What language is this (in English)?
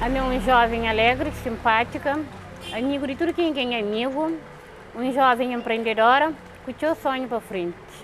Kabuverdianu